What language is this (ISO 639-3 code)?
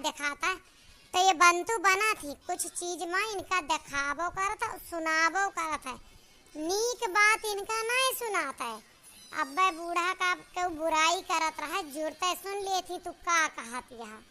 awa